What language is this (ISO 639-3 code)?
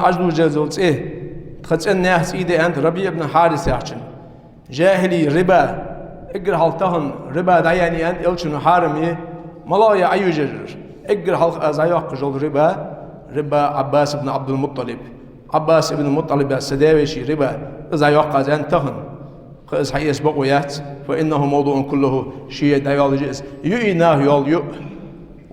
inh